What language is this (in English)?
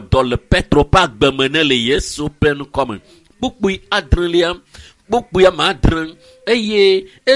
Ewe